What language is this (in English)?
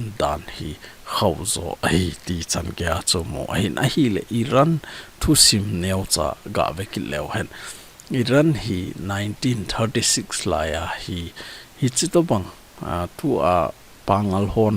Thado Chin